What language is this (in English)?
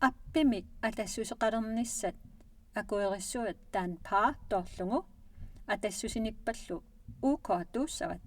Kalaallisut